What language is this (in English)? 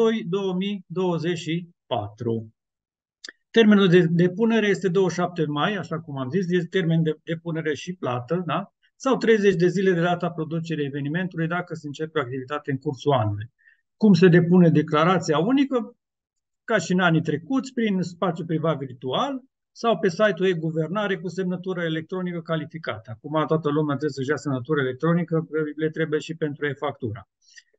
Romanian